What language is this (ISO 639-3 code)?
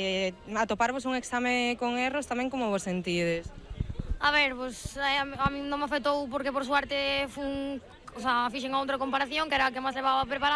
glg